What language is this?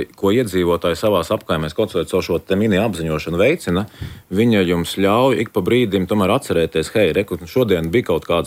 Latvian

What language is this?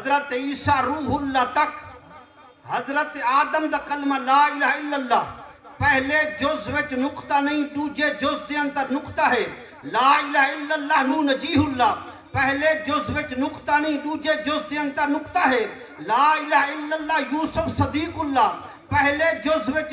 Saraiki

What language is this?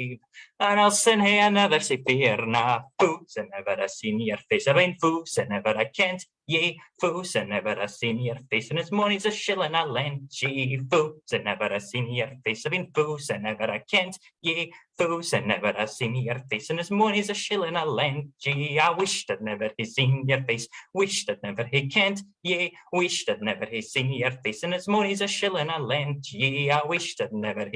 Scots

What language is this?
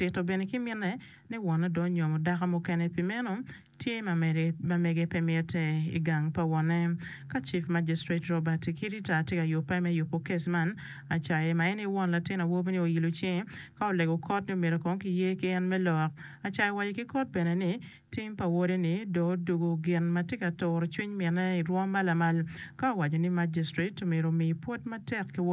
Acoli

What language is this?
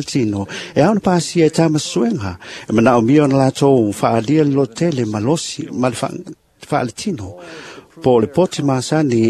Samoan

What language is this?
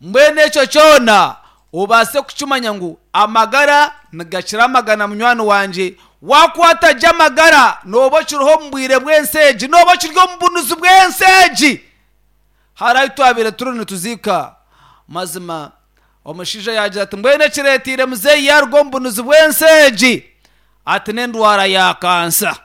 Nyankole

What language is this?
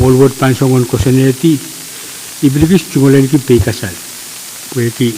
Pohnpeian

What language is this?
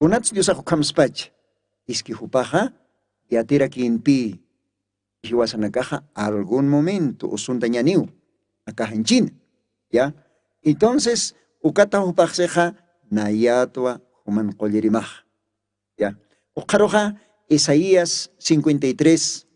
Aymara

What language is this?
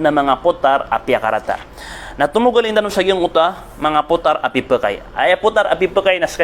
Maranao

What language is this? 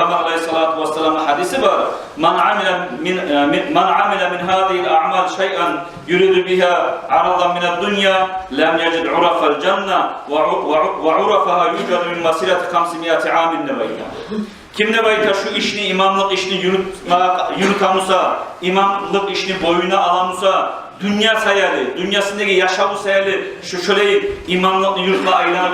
Kumyk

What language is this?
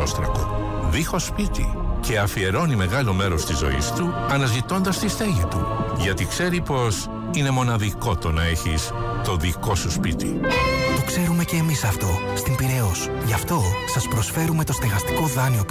Greek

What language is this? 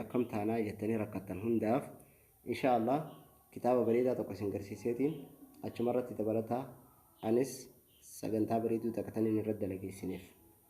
Oromo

